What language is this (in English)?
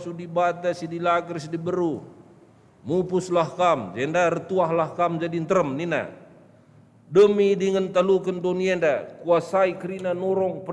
Batak Karo